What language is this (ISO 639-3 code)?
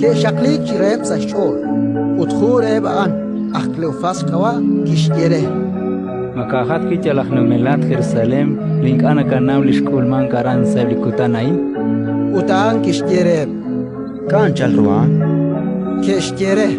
kek